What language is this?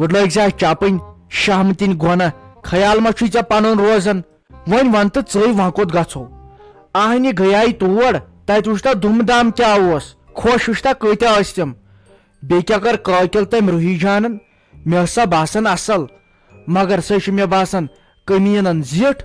Kashmiri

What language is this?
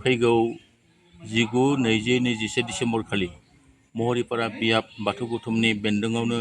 Bodo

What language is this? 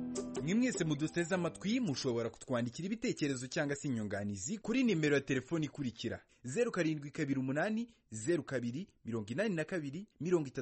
Kinyarwanda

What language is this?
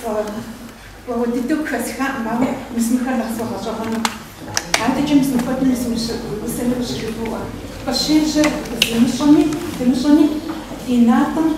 Kabardian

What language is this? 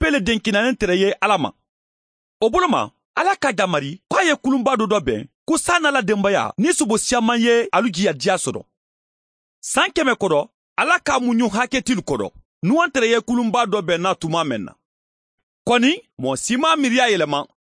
Mandingo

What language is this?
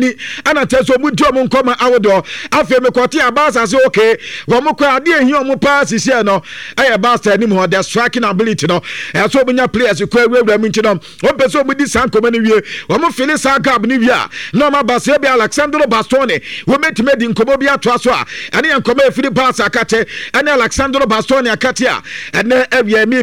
Akan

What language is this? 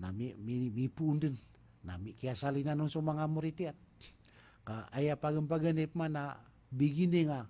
Maranao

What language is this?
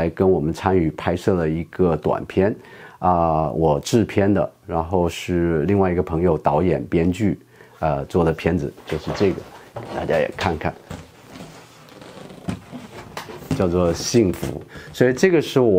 Chinese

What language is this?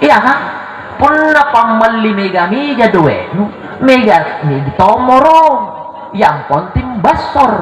Makasar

